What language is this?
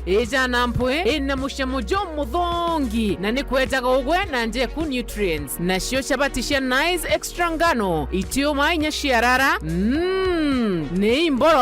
Meru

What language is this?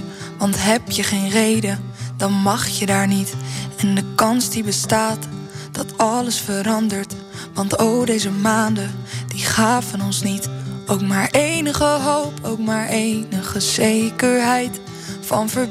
Dutch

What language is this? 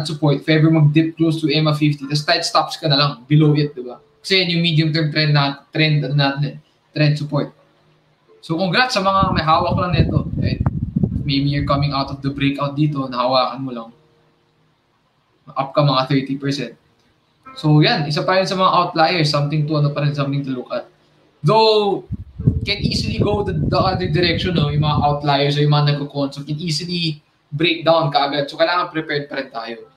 Filipino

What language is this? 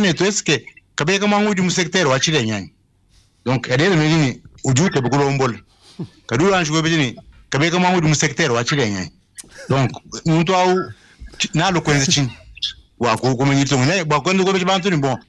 Luba-Lulua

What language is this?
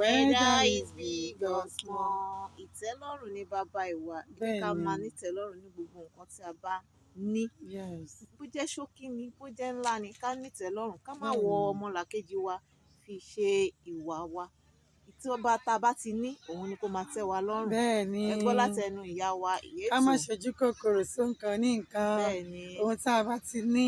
Yoruba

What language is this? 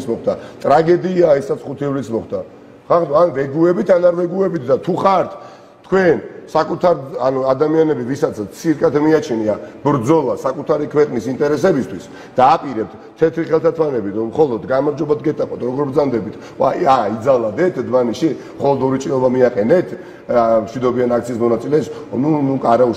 Georgian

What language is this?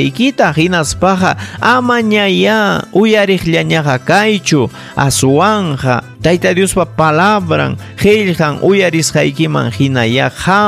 Ayacucho Quechua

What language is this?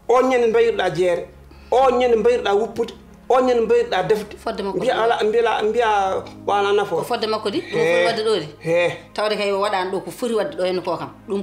Fula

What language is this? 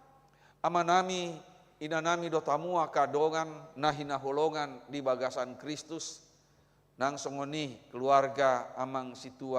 Batak Toba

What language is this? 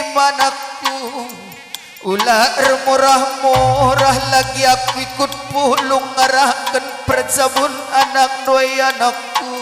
Batak Karo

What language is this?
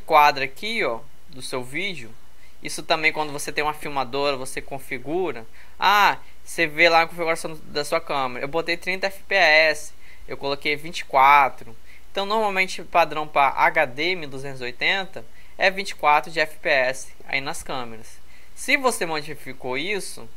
Portuguese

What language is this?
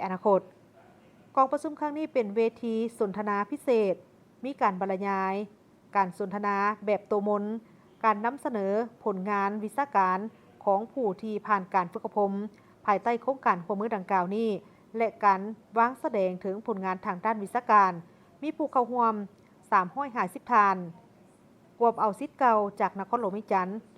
Lao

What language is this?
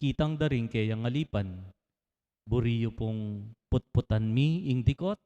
Pampanga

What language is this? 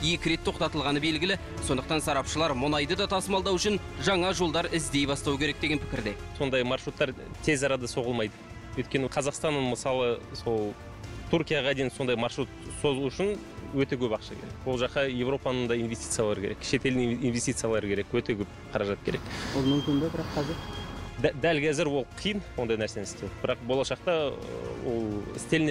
Kazakh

